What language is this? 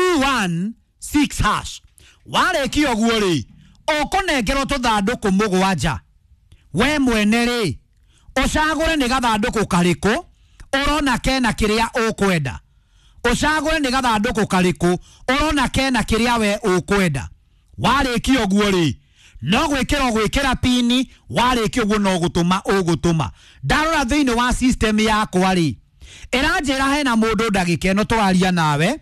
Kikuyu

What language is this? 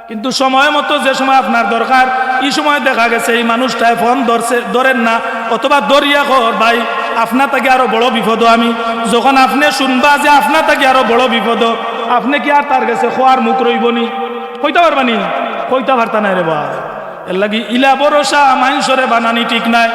Sylheti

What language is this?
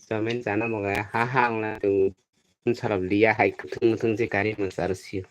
Kok Borok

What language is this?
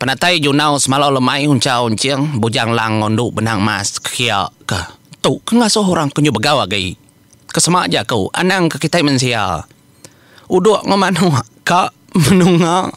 Iban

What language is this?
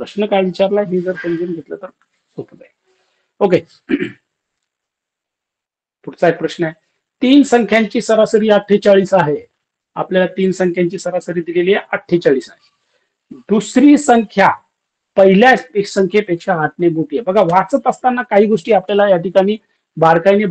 Marathi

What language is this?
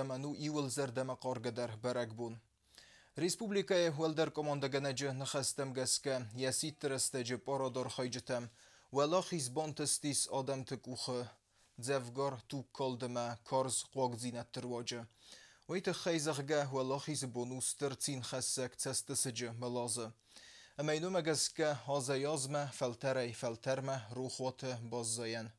Ossetic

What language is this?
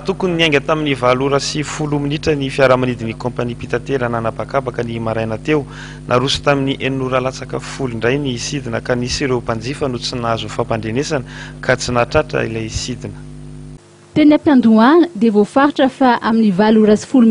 Malagasy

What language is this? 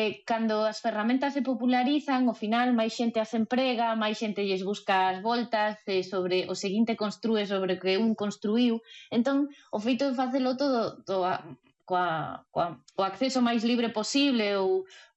Galician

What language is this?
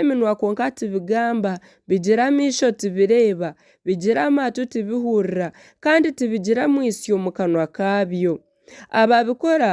Nyankole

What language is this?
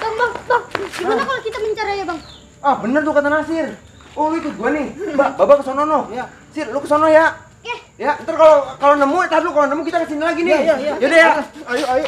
Betawi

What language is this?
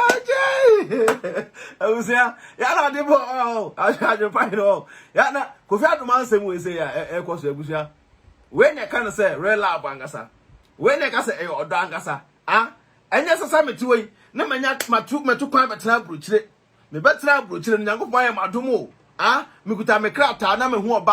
Akan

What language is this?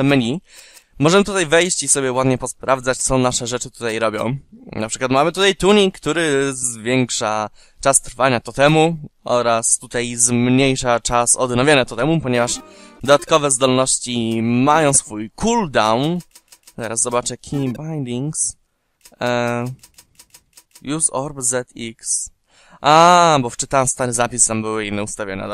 Polish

